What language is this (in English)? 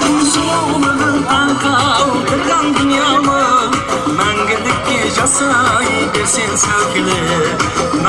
Kara-Kalpak